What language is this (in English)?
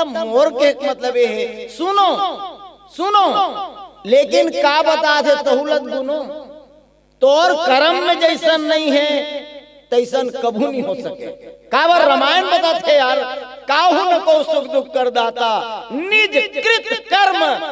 Chhattisgarhi